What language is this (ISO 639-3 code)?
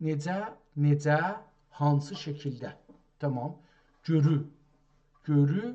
azb